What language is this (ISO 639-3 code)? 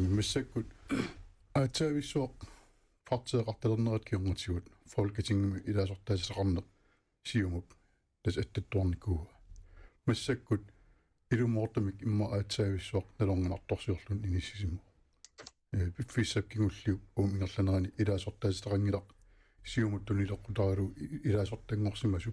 kal